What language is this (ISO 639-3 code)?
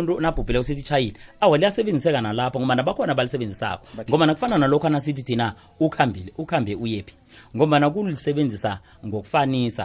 nbl